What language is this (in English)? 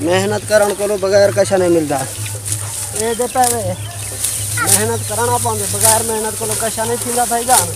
Saraiki